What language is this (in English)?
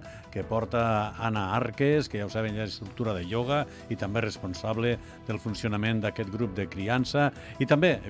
Catalan